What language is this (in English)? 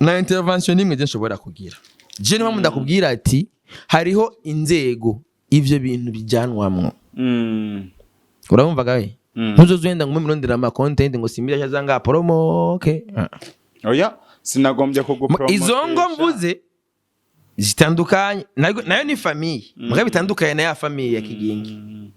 Rundi